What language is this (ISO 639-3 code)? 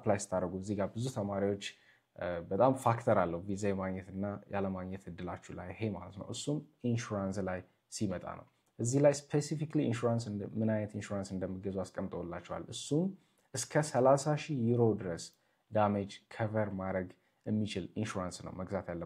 amh